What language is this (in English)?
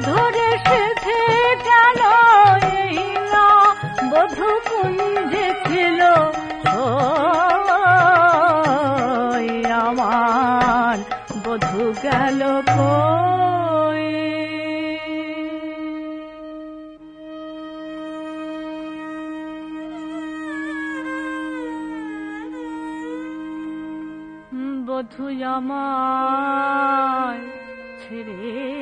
Bangla